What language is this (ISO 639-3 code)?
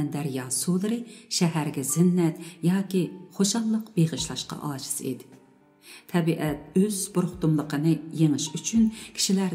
uig